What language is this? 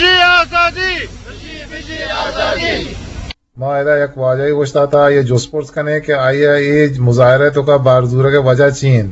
Eastern Balochi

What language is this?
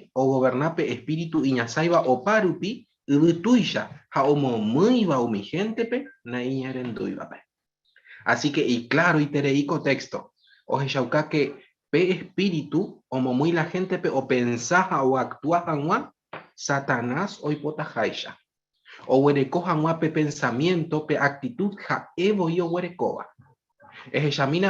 Guarani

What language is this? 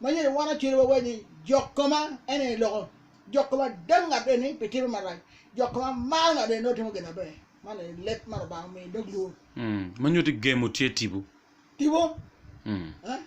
Acoli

